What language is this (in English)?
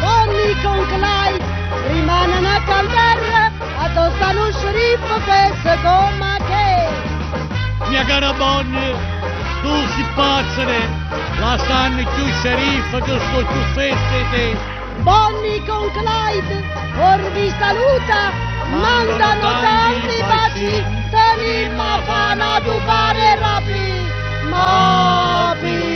Neapolitan